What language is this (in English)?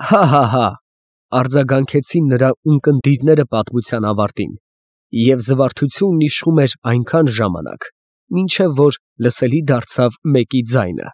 Armenian